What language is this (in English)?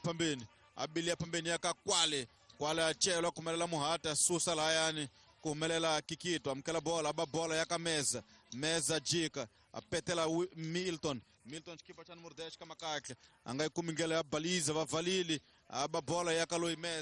Tsonga